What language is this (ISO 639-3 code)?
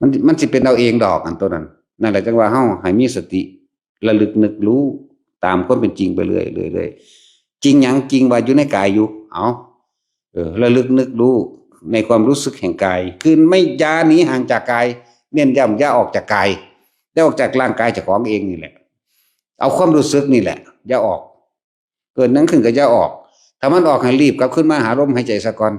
tts